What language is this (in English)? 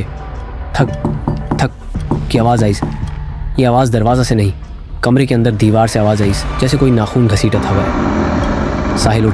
Chhattisgarhi